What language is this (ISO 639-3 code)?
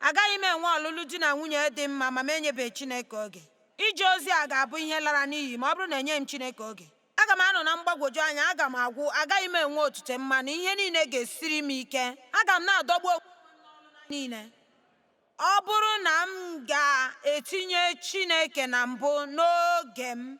ibo